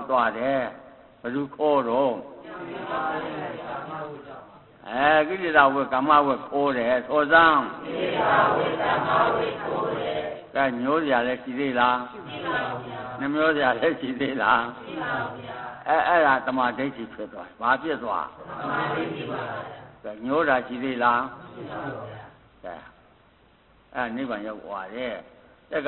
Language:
Burmese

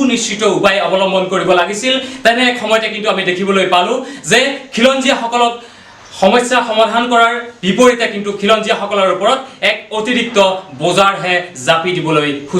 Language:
Assamese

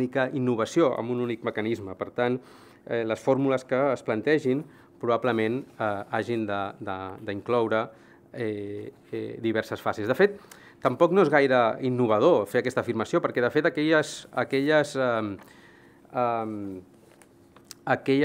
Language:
Catalan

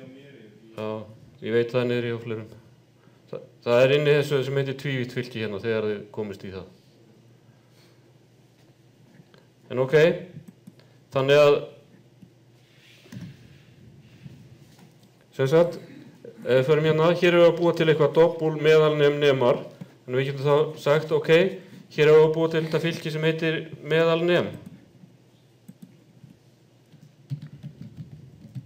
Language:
Icelandic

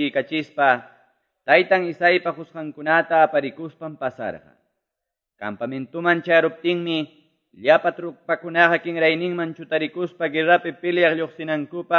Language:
Quechua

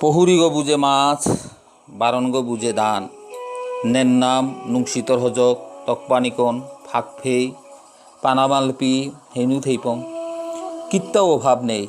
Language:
Bishnupriya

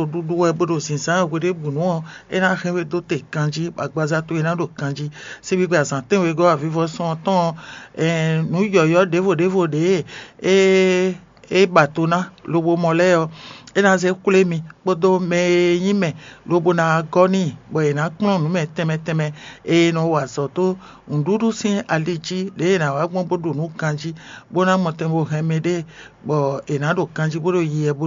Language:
Fon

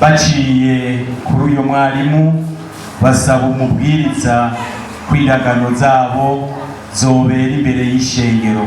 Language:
Rundi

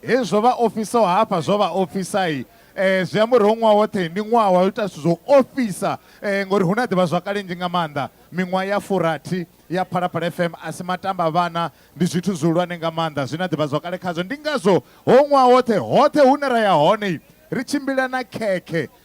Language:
Venda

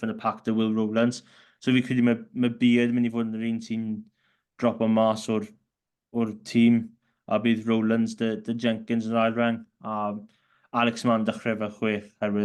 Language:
Welsh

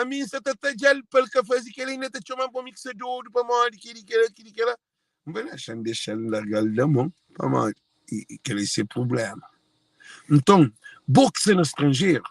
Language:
Kabuverdianu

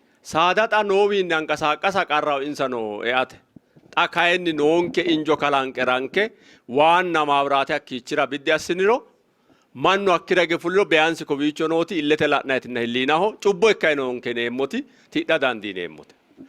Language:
Sidamo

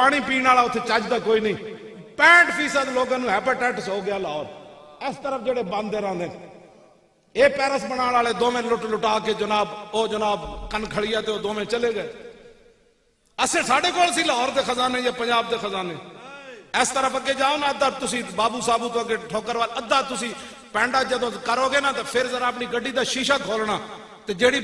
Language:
Western Panjabi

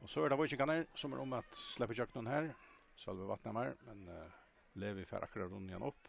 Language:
Faroese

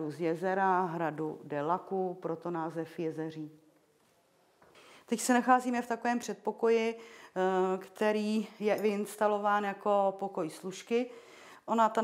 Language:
Czech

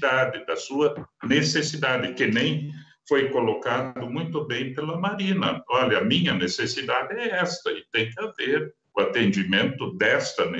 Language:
Portuguese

